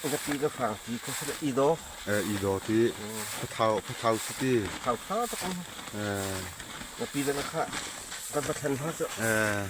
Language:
Falam Chin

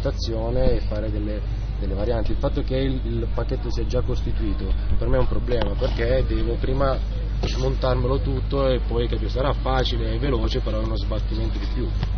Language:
Italian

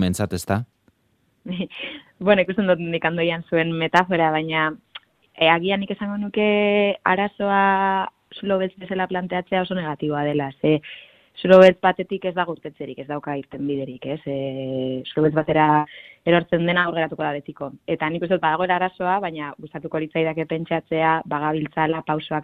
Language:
Basque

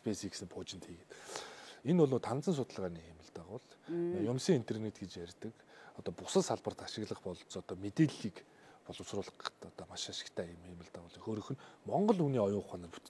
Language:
Mongolian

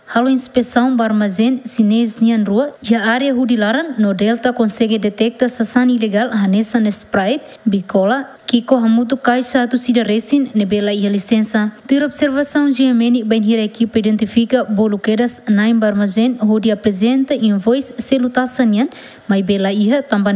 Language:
Tetum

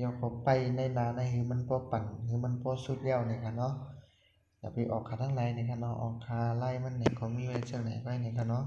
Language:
Shan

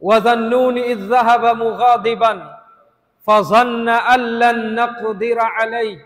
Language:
Tausug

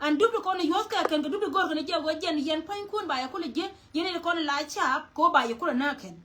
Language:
Nuer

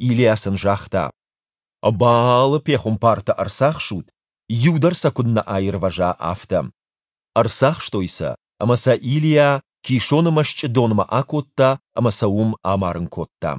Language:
Ossetic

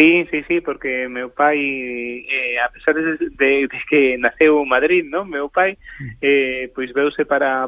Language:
Galician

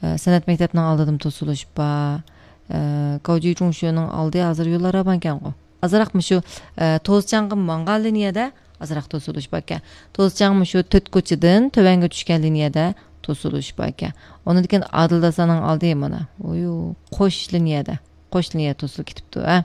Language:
Uyghur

